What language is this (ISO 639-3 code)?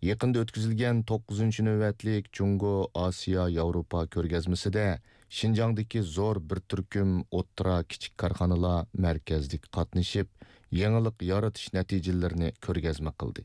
uig